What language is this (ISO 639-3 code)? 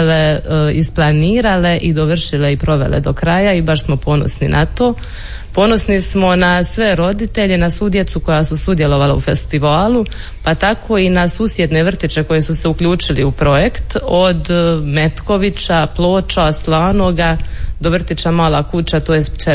hrv